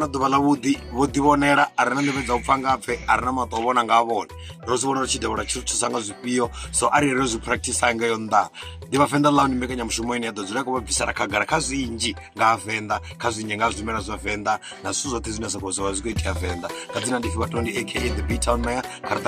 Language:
Venda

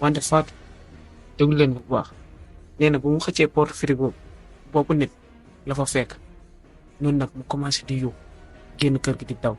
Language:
Wolof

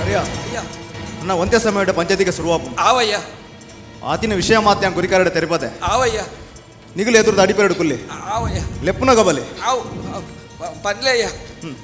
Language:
Tulu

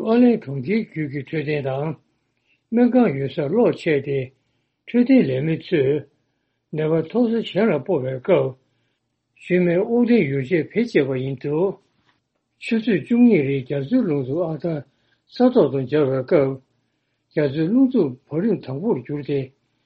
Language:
Tibetan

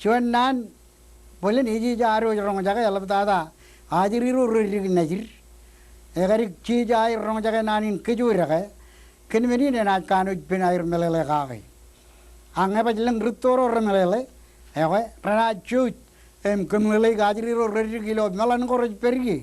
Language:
Marshallese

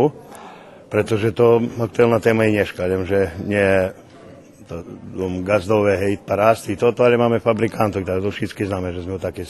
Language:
Rusyn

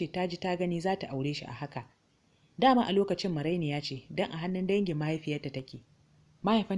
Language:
Hausa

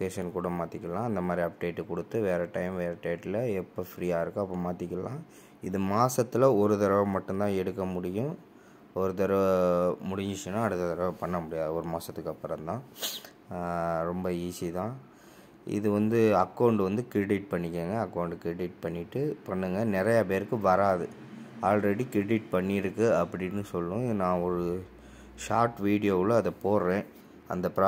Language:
Tamil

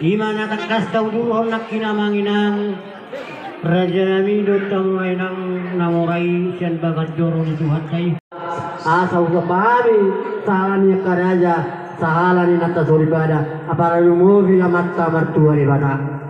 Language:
Batak Toba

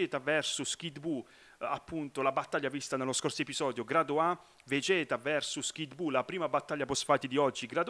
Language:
Italian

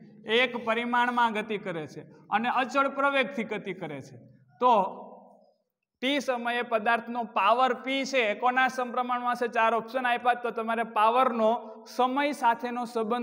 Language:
Gujarati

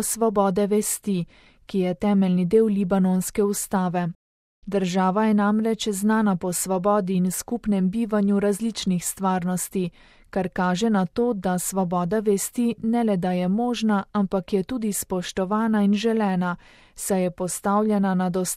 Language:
Slovenian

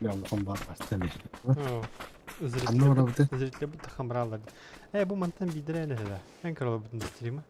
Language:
Yakut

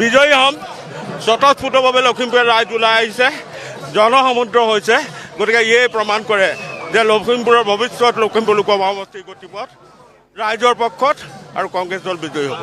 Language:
Assamese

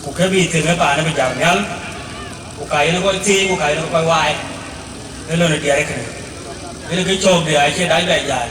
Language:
Dinka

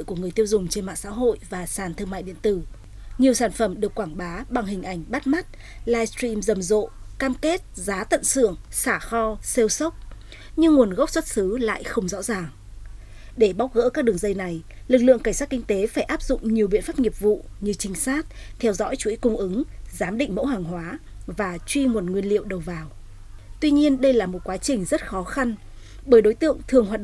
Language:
Vietnamese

